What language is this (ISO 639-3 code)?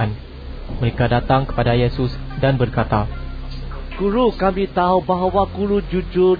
msa